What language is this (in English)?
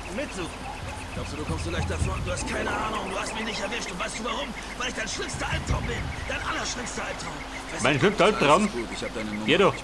Bavarian